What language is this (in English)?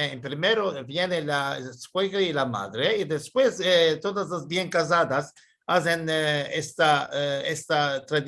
Ladino